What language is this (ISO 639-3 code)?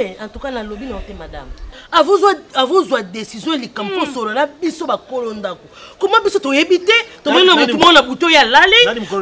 lin